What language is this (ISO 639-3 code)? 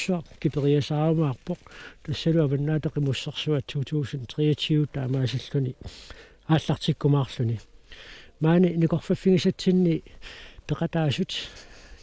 kal